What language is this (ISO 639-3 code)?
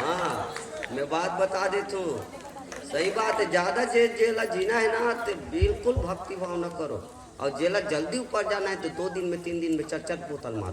hne